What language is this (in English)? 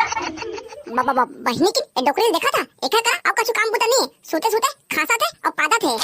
Chhattisgarhi